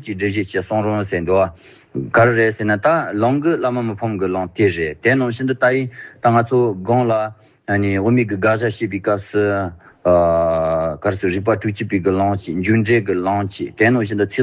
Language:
Tibetan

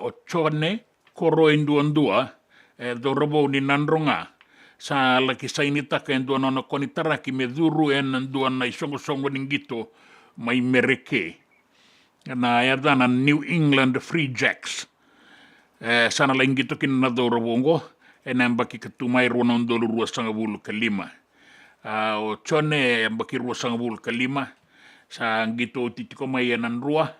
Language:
Fijian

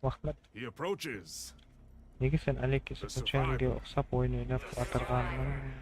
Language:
Kara-Kalpak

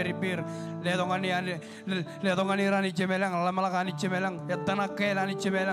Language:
Marshallese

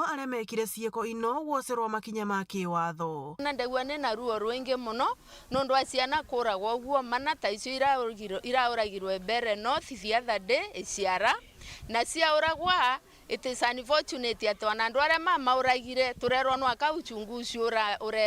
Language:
Meru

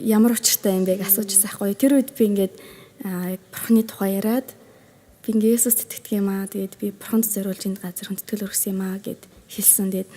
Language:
Mongolian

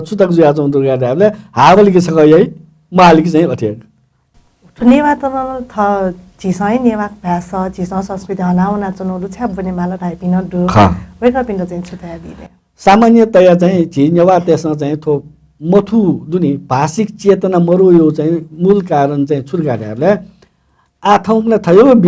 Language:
Newari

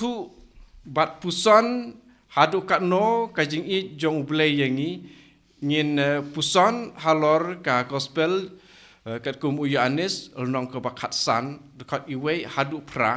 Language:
Khasi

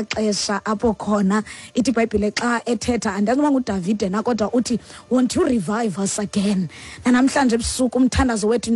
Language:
Xhosa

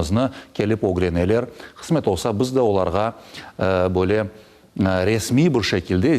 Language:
Crimean Tatar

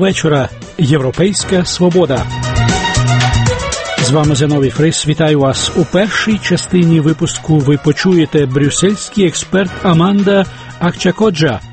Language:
Ukrainian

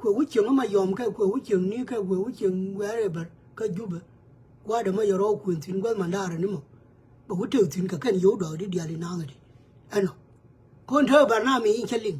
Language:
Nuer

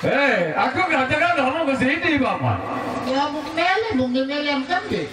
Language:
Sasak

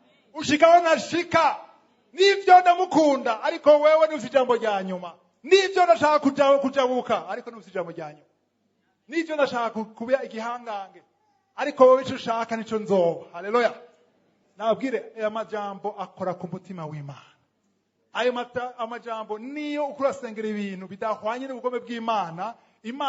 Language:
Rundi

